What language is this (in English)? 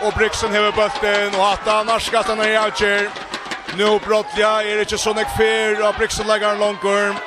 Faroese